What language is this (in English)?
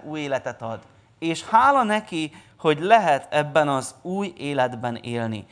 Hungarian